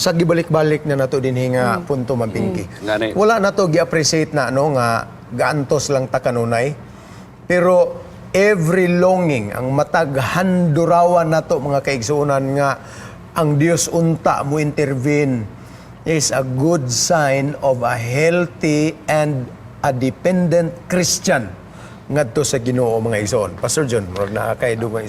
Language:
Cebuano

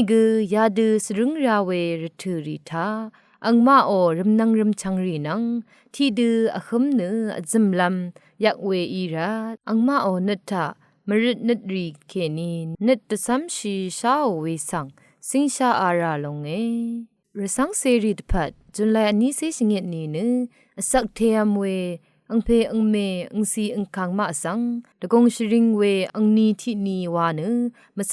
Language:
Rawang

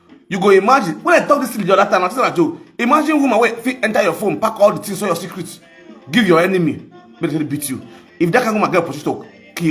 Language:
Nigerian Pidgin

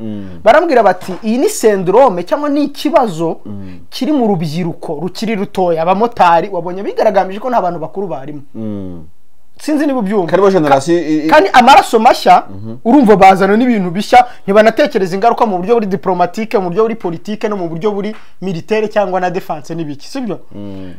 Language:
Kinyarwanda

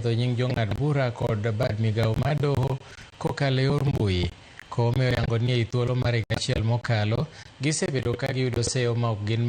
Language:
Luo (Kenya and Tanzania)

